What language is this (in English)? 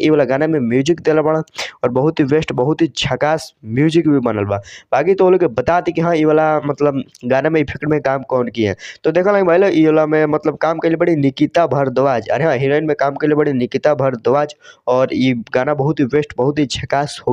Bhojpuri